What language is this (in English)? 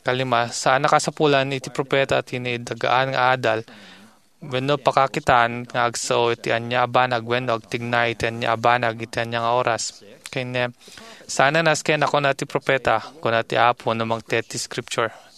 Iloko